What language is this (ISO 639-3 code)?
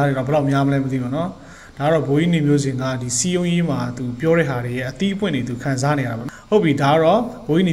mya